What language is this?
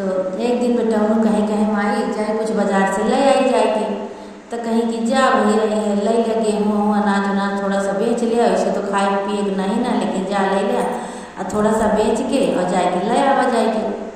Awadhi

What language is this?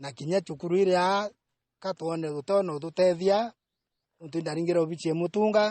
Meru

